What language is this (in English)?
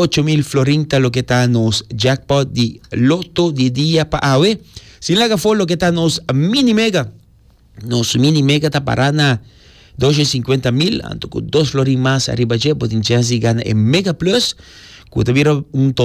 Papiamento